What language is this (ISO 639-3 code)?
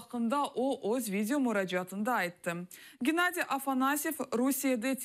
crh